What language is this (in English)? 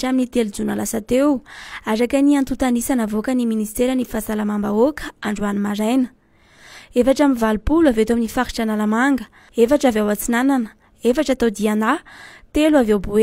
Malagasy